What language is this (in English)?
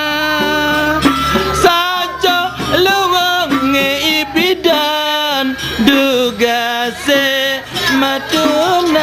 Balinese